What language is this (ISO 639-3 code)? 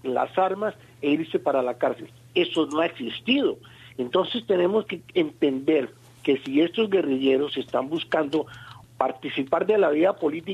spa